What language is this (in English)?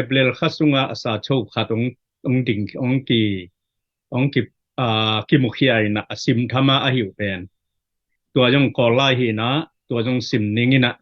Tedim Chin